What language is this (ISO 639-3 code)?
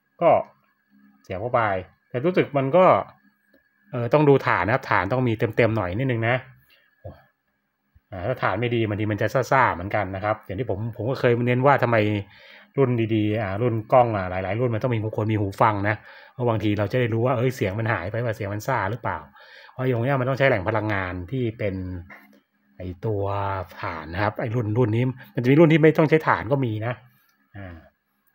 tha